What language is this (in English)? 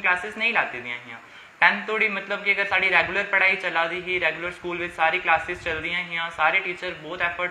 Dogri